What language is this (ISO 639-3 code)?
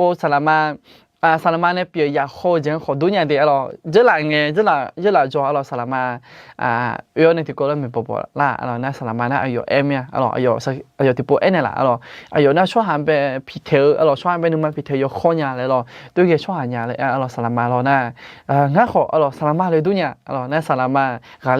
ahk